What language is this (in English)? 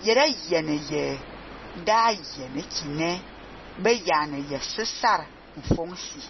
Fang